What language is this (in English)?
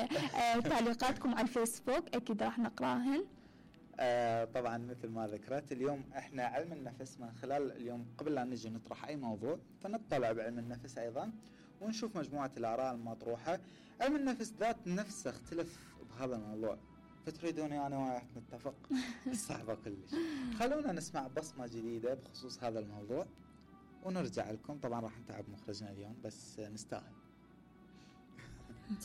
Mesopotamian Arabic